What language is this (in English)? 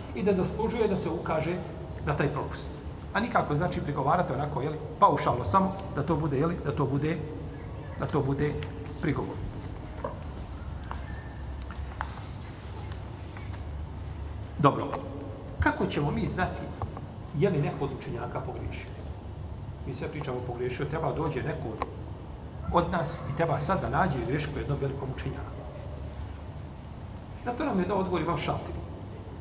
Bosnian